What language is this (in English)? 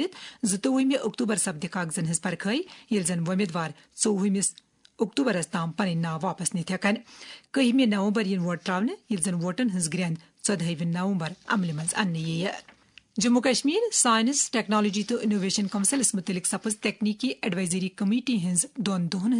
Kashmiri